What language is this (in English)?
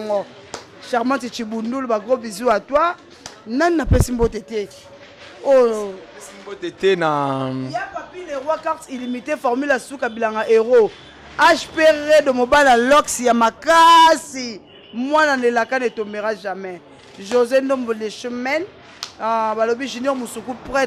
Lingala